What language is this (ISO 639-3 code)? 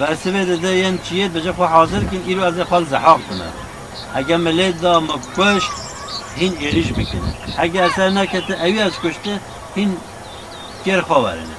kur